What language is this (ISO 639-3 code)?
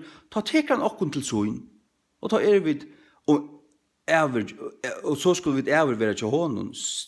fao